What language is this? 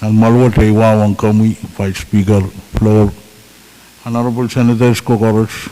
Pohnpeian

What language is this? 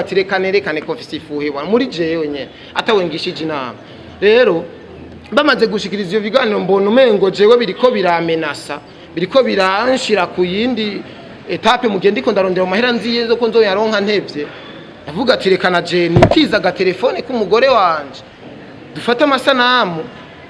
Rundi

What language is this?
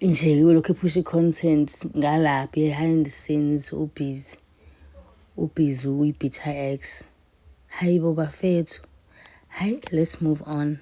Zulu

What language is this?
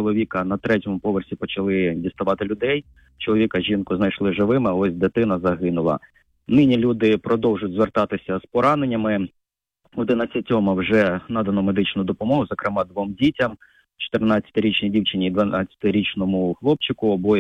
Ukrainian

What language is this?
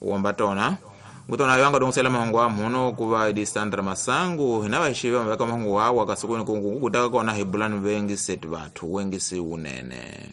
Tsonga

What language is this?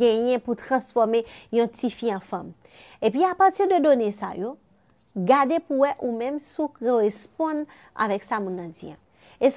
Haitian Creole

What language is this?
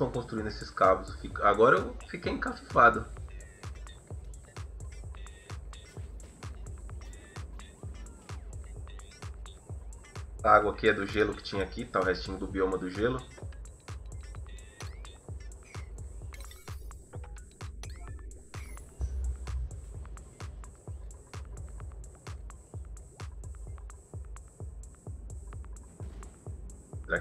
Portuguese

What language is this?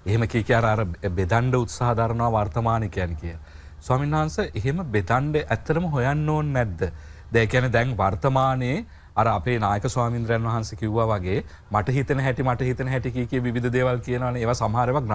Sinhala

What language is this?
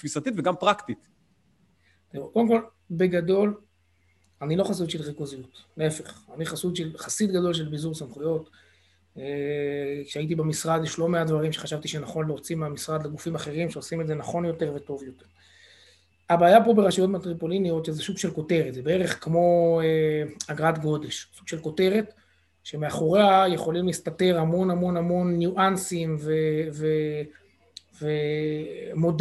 Hebrew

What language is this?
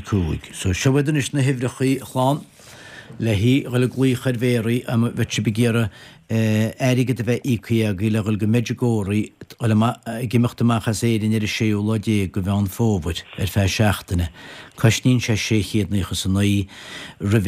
Irish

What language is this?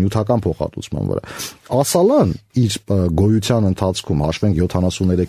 Armenian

